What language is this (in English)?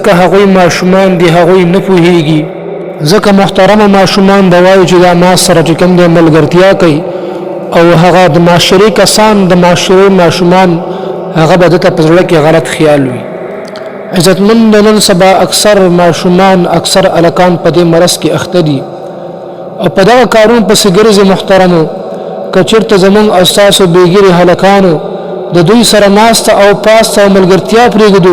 Pashto